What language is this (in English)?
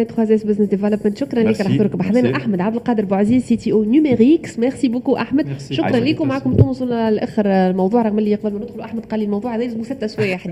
Tunisian Arabic